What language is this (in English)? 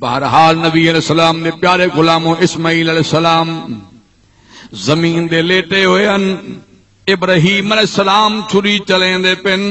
Saraiki